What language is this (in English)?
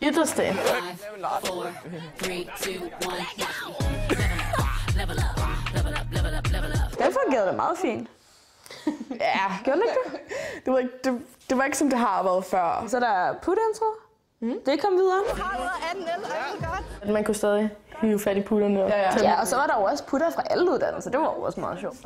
Danish